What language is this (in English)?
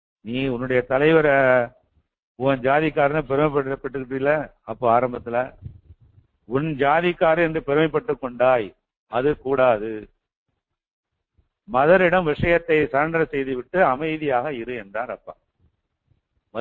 Tamil